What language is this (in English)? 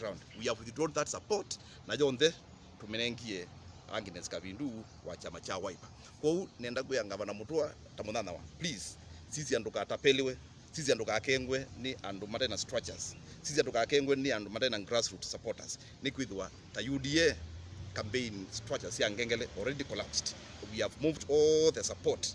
Kamba